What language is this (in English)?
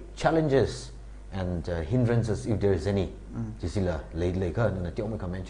Tangkhul Naga (India)